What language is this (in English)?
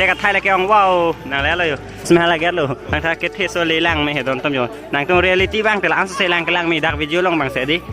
Karbi